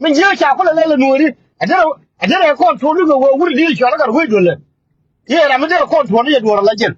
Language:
Nuer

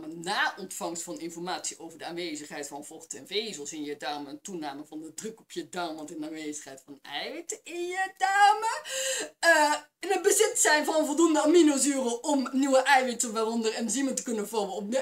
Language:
Dutch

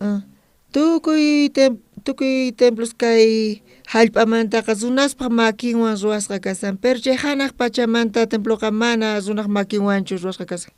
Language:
South Bolivian Quechua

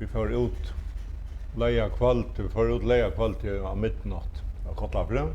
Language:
Faroese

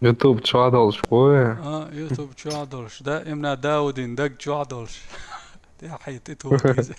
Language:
Chechen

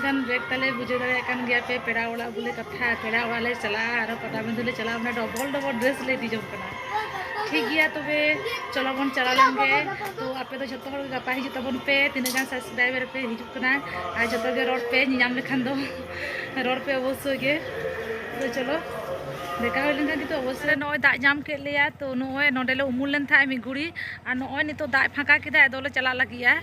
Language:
Santali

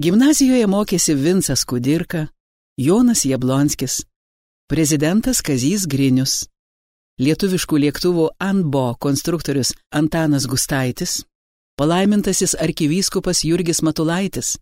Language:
Lithuanian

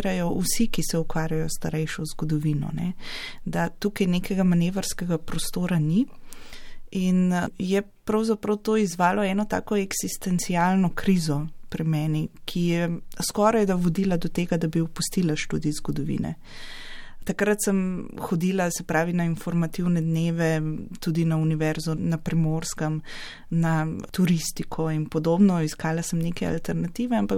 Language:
Slovenian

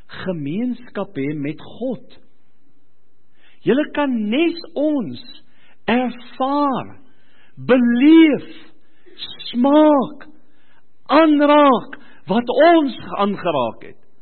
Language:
Afrikaans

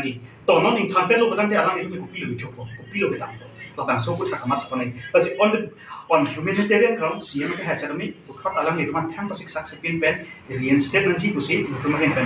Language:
Karbi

